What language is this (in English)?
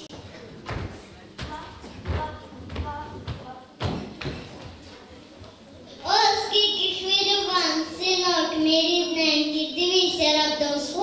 Ukrainian